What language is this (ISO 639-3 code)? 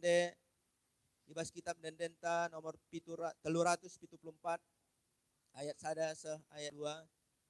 btx